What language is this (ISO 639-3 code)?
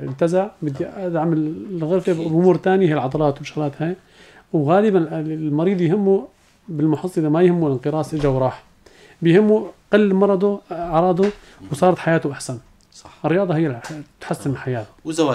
apc